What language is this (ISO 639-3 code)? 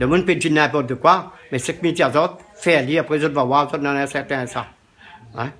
rcf